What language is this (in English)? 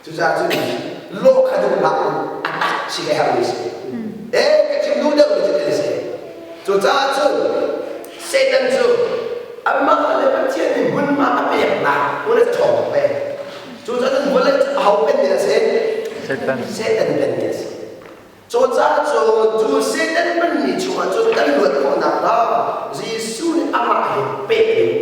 Hakha Chin